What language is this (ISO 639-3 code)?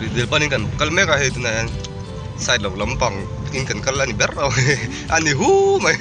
lus